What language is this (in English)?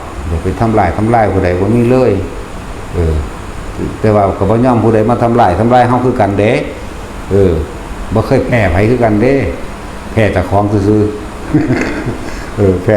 Northeastern Thai